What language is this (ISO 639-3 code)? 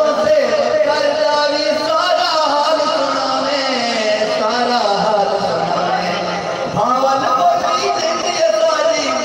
skr